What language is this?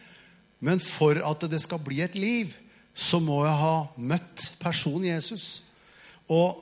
Norwegian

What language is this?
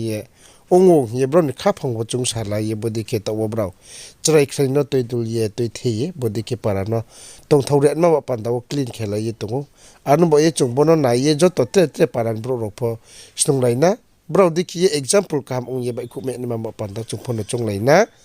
Riang (India)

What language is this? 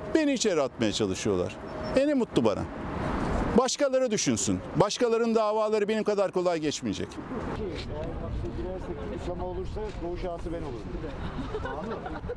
Turkish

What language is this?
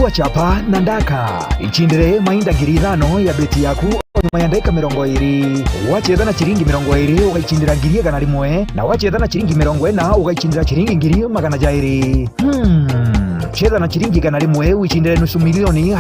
Meru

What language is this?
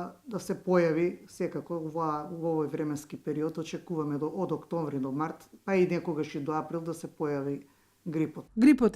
Macedonian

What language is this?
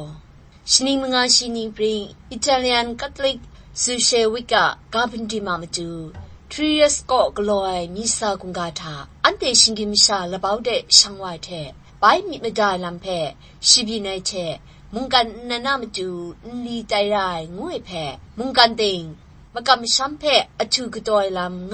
Kachin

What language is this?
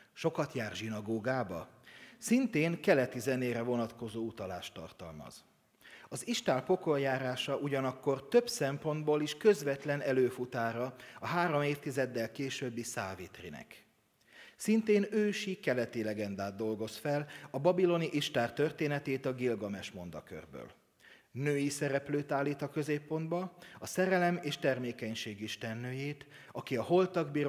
Hungarian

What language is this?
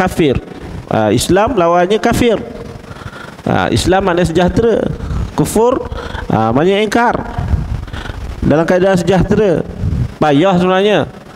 Malay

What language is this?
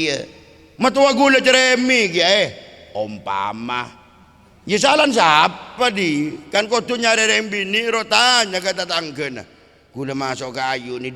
Madurese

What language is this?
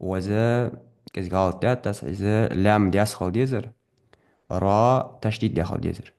Ingush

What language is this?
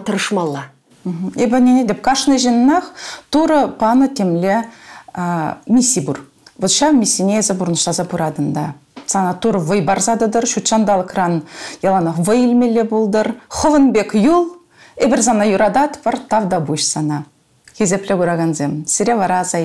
Chuvash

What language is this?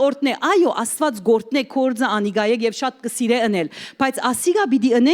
Western Armenian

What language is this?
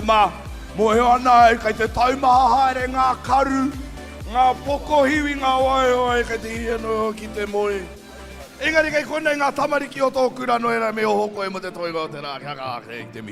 Māori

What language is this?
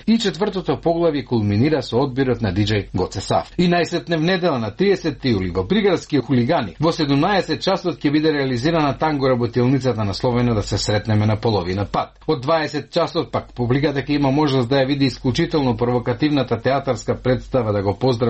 Macedonian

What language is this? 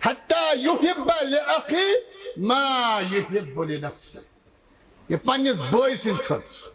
Kashmiri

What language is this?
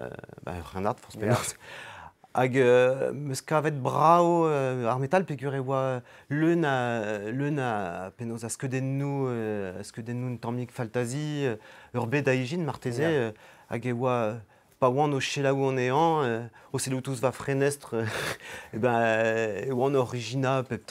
Breton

